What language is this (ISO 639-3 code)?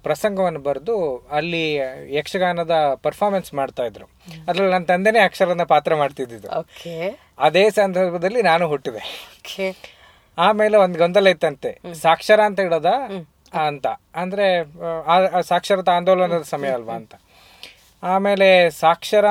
kan